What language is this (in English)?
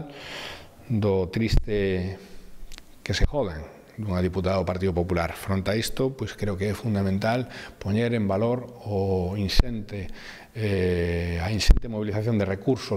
Galician